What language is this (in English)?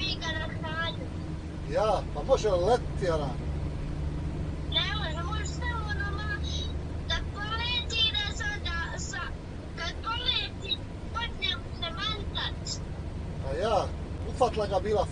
Croatian